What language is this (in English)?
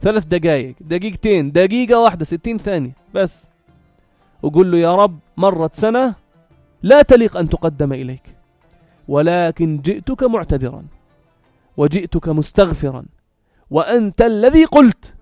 North Levantine Arabic